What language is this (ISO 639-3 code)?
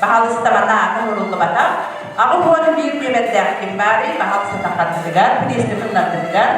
sah